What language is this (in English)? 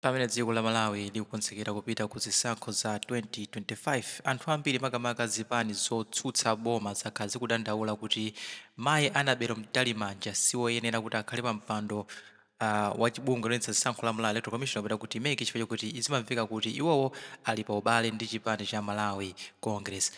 Nyanja